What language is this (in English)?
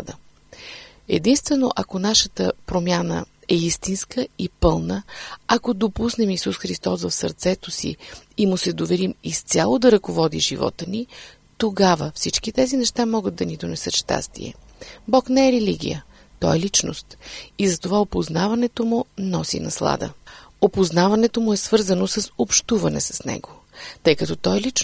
Bulgarian